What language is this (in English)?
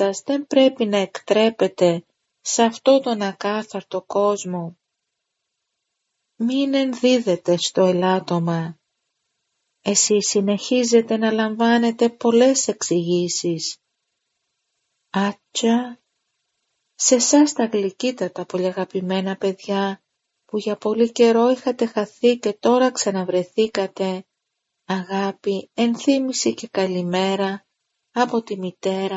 Greek